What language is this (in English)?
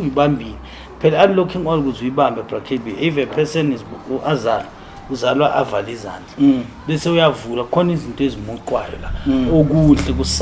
Zulu